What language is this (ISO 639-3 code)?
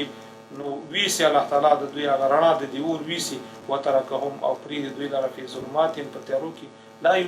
pus